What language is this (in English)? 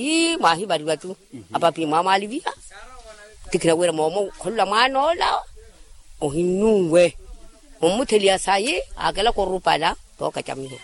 Makhuwa